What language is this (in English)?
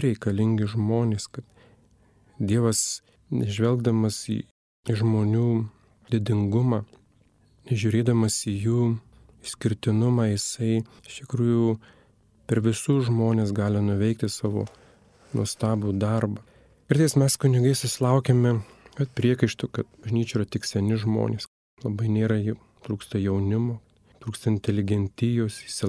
Lithuanian